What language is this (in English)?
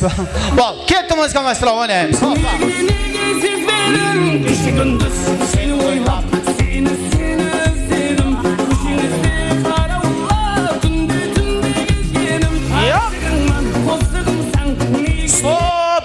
Kara-Kalpak